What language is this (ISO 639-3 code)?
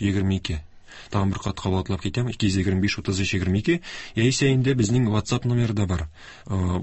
tat